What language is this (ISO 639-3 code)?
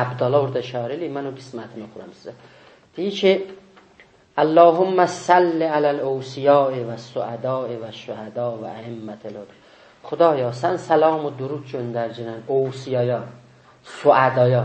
azb